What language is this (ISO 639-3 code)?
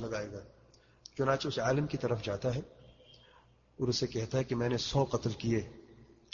urd